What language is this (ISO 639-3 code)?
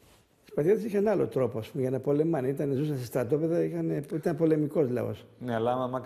ell